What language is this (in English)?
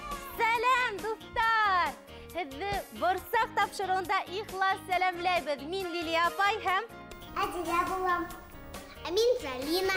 Bashkir